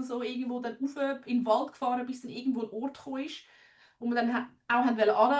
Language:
Swiss German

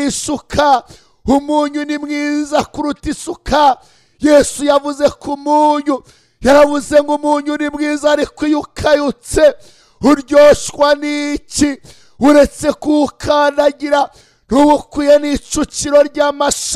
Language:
Kinyarwanda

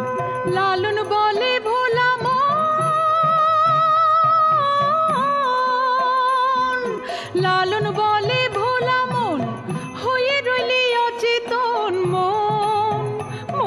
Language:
Bangla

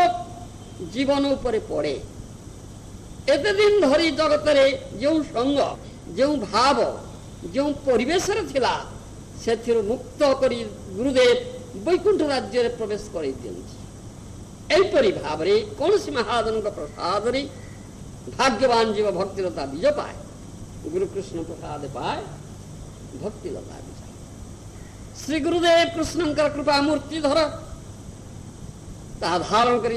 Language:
Odia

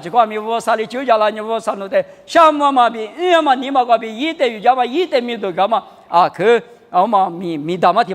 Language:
Lisu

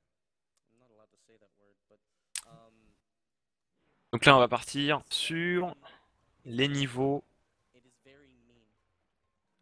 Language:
French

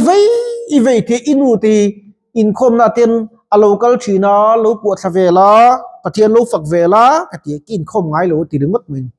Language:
Mizo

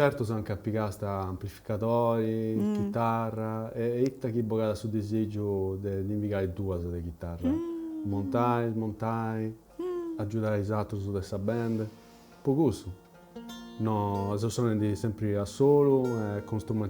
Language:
Sardinian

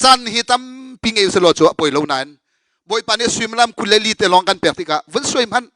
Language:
Hakha Chin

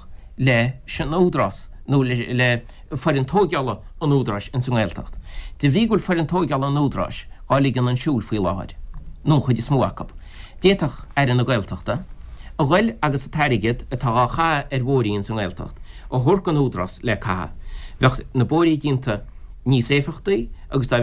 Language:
Irish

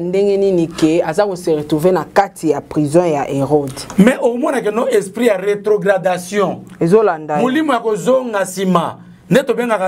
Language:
Lingala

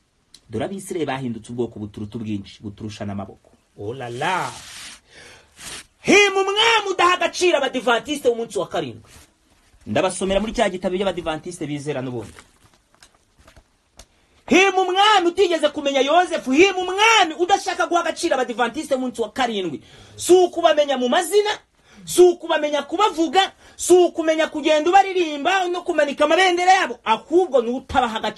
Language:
Kinyarwanda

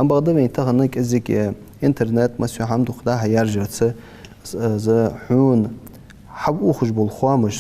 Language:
Ingush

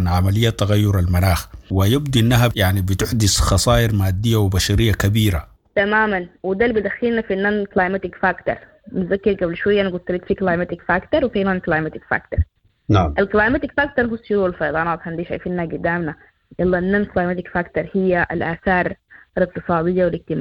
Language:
Sudanese Arabic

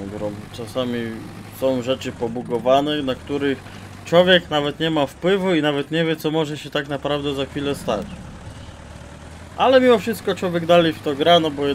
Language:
Polish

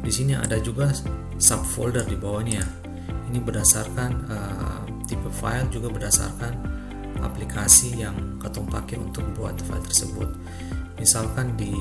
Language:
Ambonese Malay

